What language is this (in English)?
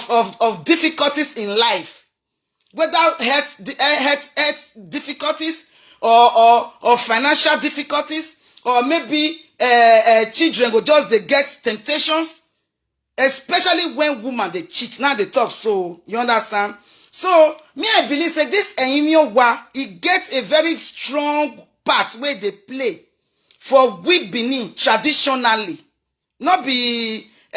Nigerian Pidgin